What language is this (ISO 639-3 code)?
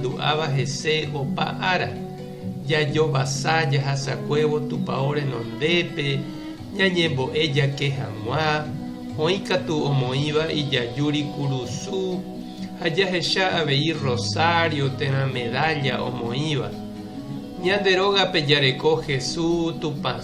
grn